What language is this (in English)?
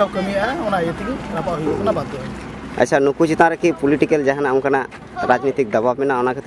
Santali